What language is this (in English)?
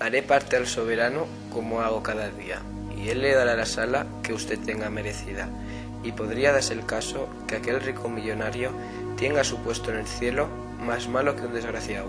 Aragonese